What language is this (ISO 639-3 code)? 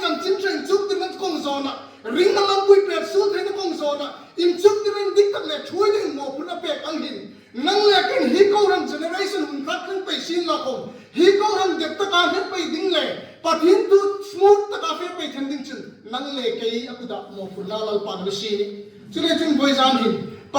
hmr